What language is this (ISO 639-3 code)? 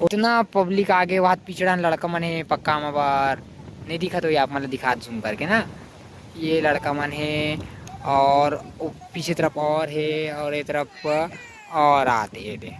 hne